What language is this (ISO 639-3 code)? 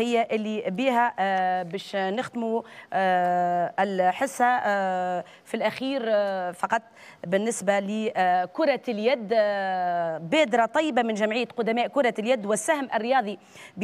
aeb